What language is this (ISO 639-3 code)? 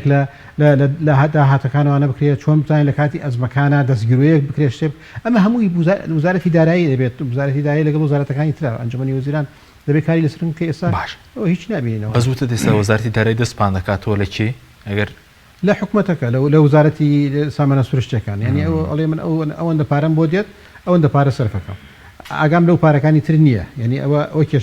ckb